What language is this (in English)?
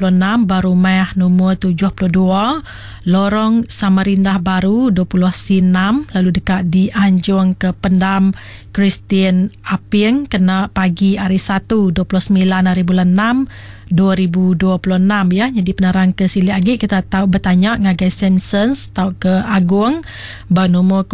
Iban